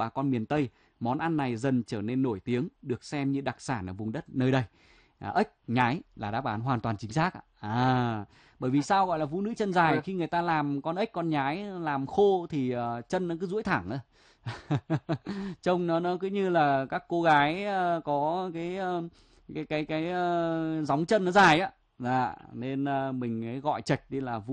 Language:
Vietnamese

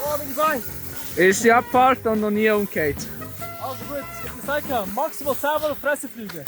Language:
Swiss German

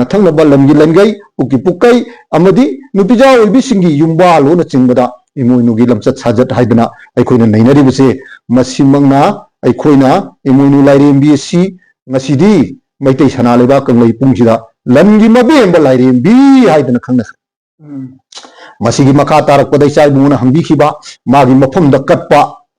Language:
Manipuri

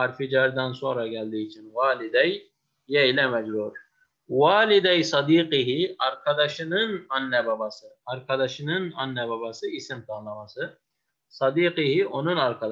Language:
Turkish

